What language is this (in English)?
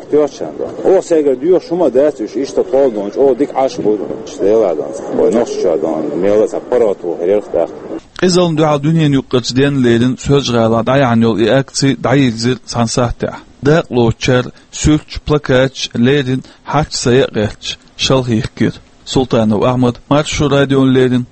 Chechen